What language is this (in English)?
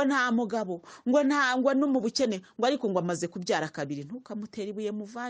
Kinyarwanda